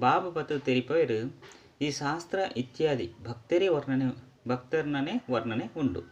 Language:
Tulu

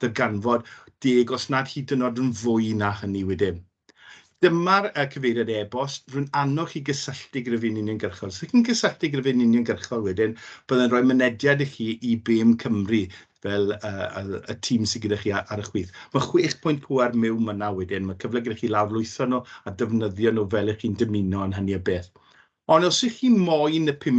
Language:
Welsh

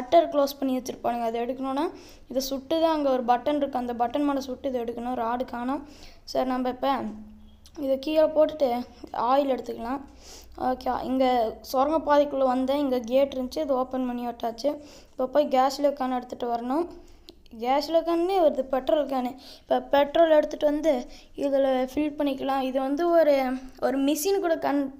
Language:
Tamil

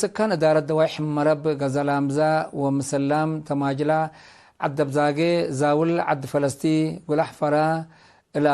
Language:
Tigre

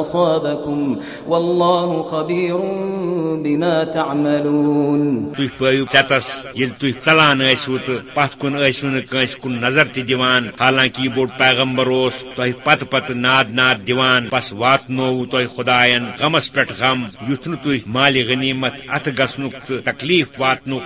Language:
Kashmiri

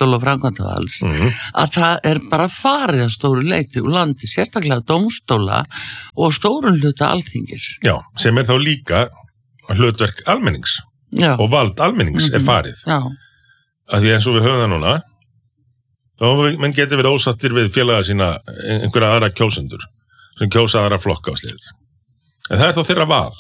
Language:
Icelandic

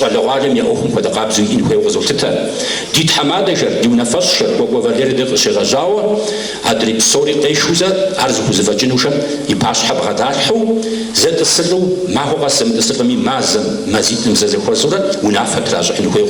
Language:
Kabardian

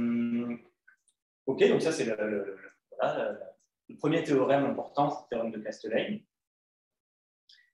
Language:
French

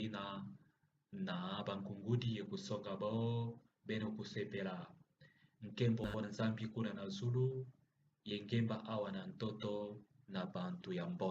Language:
Kituba (Democratic Republic of Congo)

